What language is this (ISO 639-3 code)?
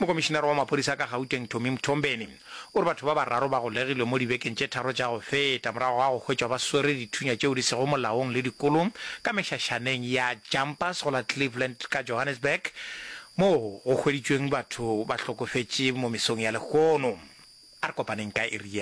nso